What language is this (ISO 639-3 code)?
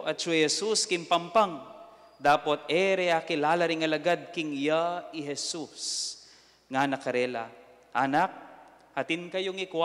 pam